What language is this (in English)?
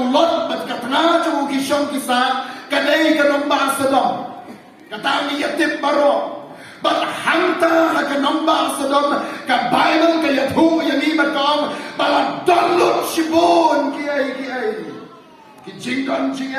Khasi